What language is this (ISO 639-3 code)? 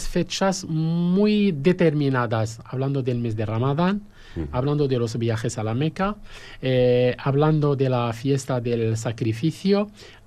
spa